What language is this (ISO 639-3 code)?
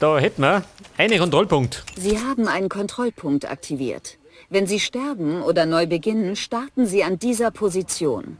bar